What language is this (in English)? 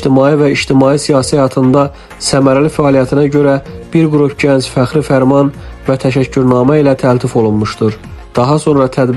Azerbaijani